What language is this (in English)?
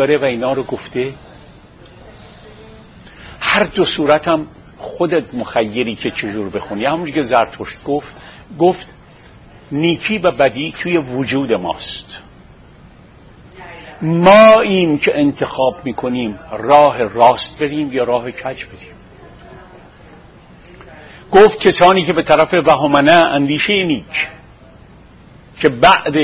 Persian